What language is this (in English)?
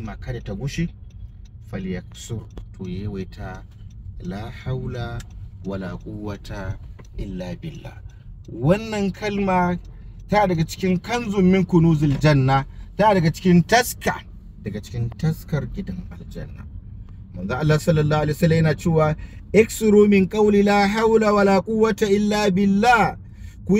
Hausa